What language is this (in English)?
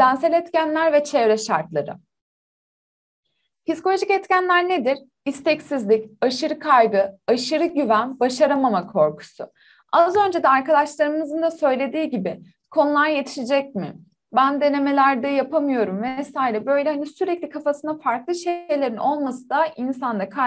Turkish